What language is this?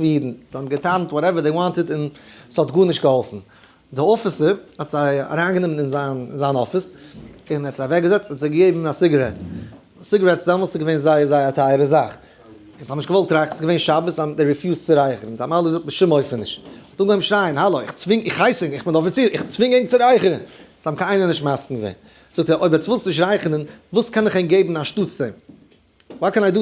Yiddish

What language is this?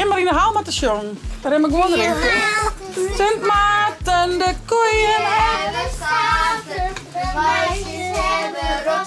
Western Frisian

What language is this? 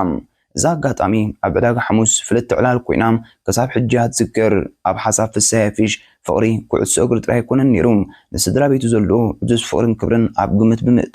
Tigrinya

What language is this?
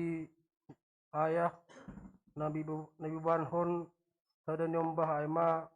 Batak Simalungun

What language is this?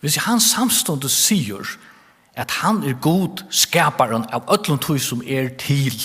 Faroese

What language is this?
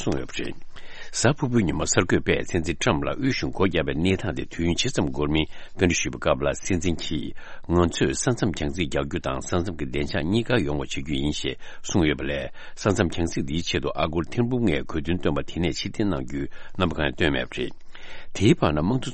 Tibetan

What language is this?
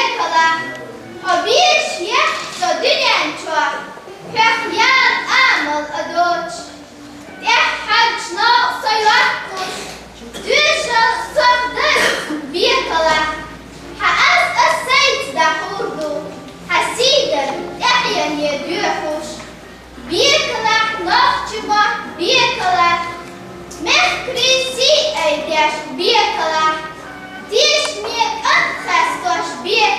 Chechen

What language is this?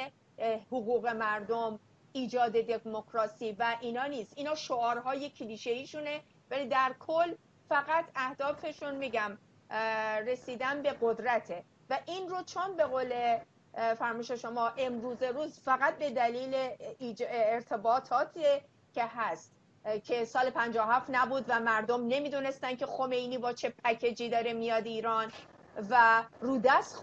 Persian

